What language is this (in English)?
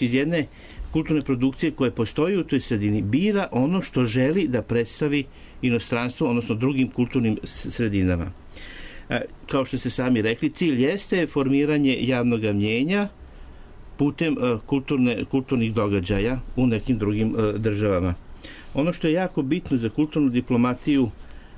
Serbian